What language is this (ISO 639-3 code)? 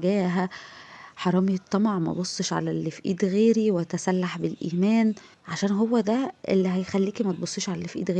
arz